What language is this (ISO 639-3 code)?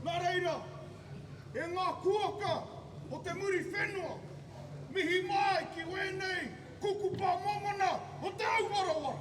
mri